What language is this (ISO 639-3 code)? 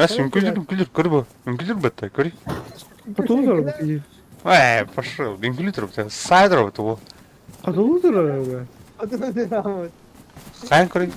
sah